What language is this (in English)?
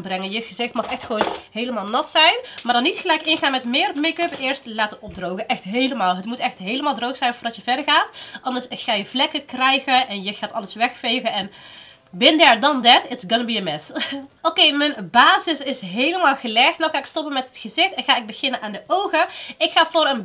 Dutch